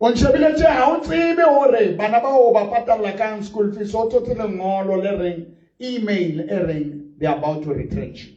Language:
Southern Sotho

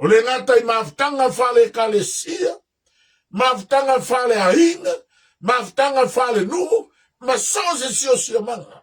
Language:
Samoan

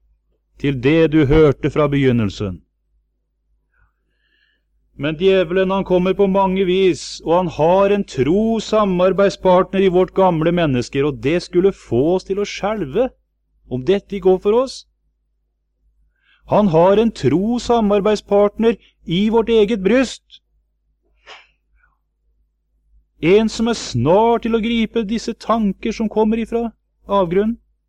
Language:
Norwegian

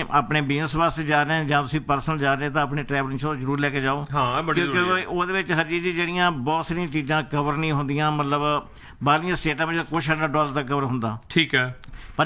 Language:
Punjabi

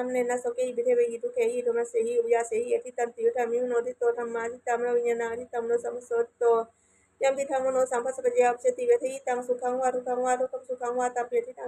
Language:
Pali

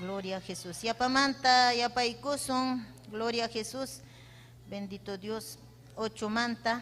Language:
Ayacucho Quechua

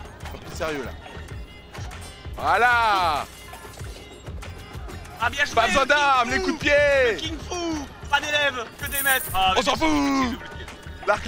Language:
French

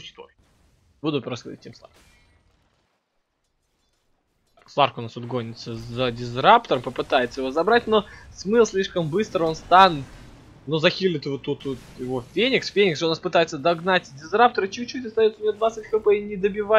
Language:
Russian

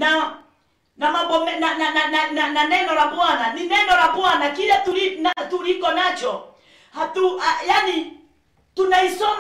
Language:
Swahili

